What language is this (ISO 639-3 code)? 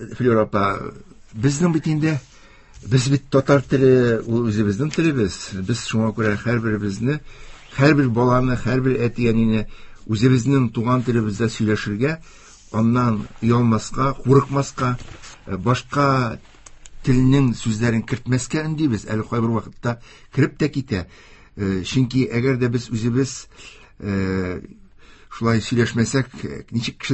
tat